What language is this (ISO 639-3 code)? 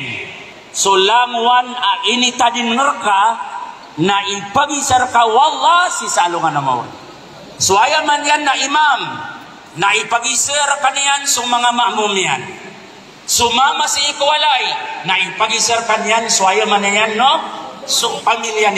mrw